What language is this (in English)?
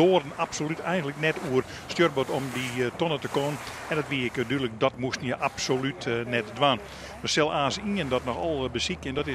Western Frisian